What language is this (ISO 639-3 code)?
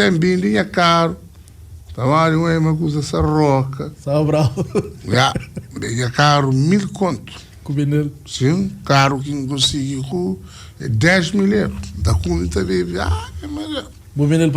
kea